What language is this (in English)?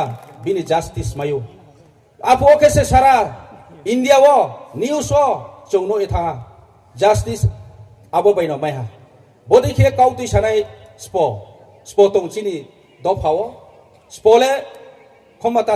Riang (India)